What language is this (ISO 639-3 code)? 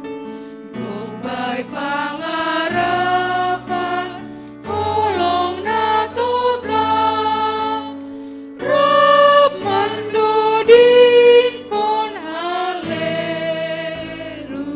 bts